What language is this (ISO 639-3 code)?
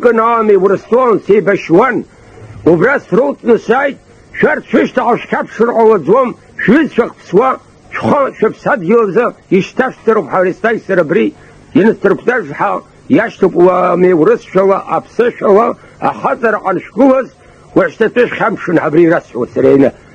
abk